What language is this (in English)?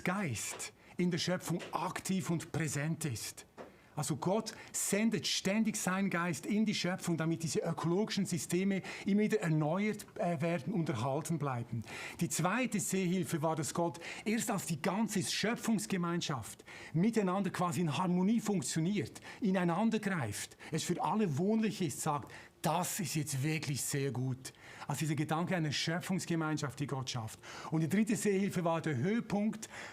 Swiss German